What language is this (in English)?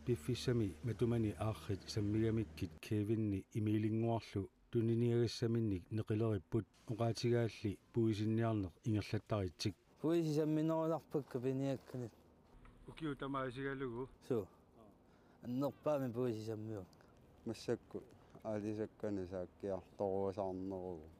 Kalaallisut